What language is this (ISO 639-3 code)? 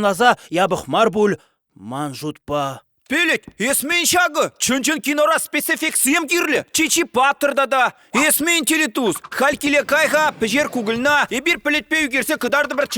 chv